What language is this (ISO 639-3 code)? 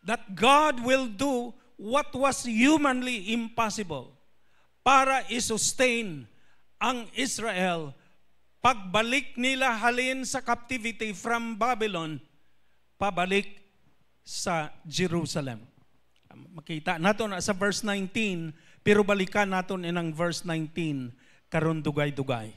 hil